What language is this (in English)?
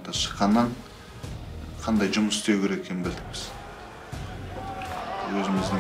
Kazakh